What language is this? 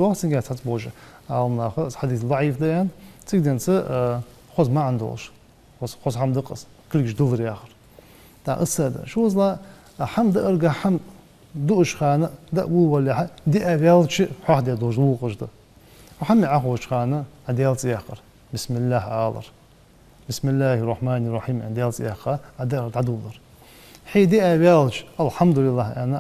Ingush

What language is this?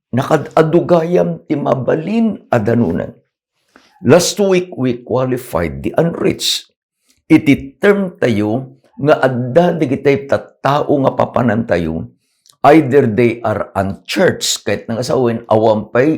Iloko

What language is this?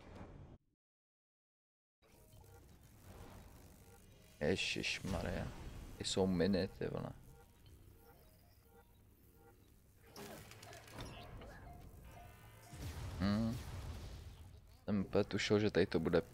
Czech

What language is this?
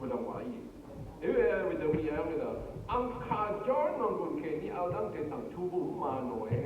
Rawang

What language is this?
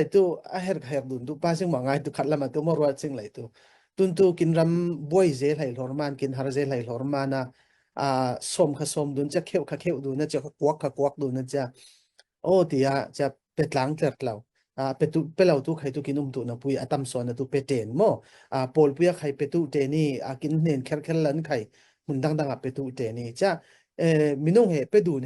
Falam Chin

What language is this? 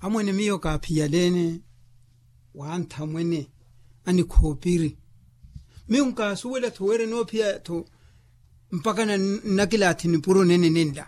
Makhuwa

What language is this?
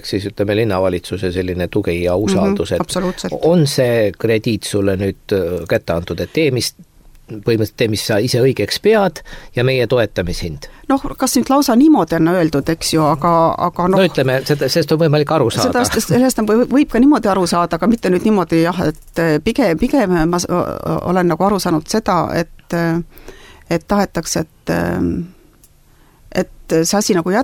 Estonian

